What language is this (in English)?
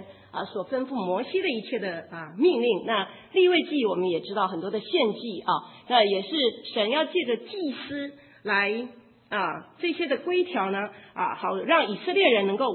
Chinese